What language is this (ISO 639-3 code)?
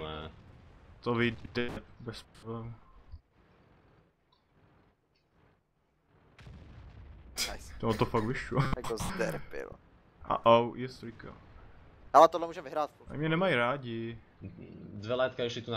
ces